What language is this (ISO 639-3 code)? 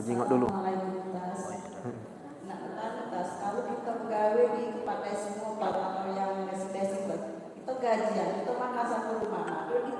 mui